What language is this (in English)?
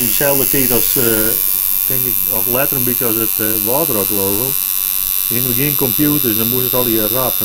Western Frisian